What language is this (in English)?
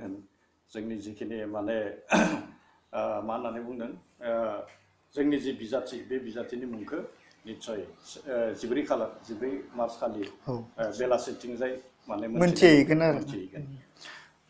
Bodo